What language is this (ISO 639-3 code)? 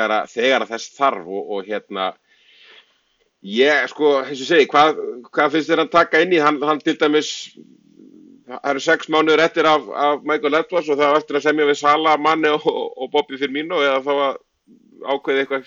isl